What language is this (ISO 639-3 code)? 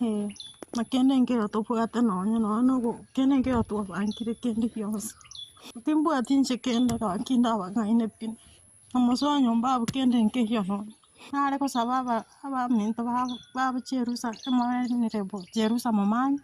guz